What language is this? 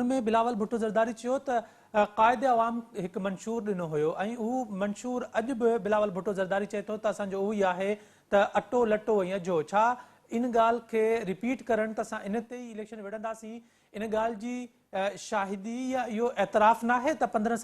Sindhi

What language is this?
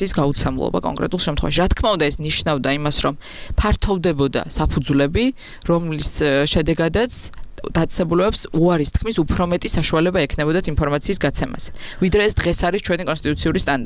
Georgian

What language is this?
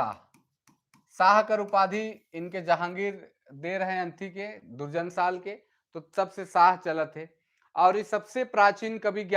Sadri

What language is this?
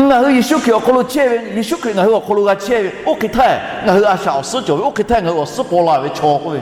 Lahu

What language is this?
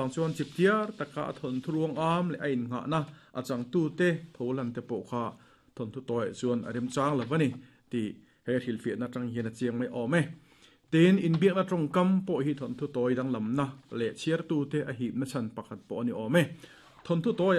Mizo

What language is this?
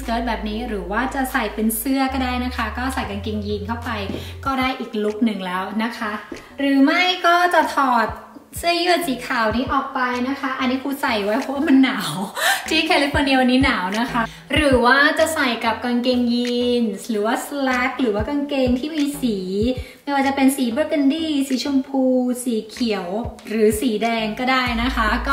Thai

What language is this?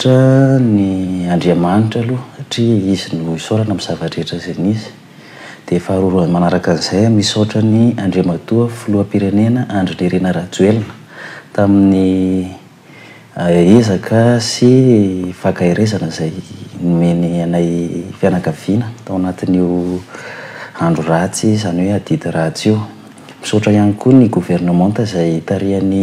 Malagasy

